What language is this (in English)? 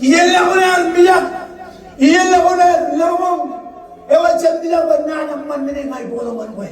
Marshallese